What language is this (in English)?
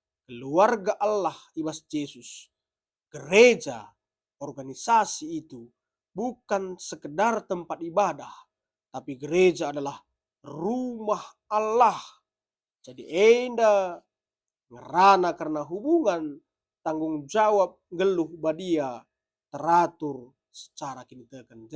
Batak Karo